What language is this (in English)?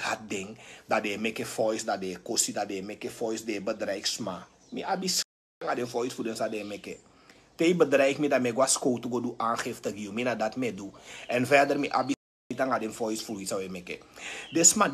Sranan Tongo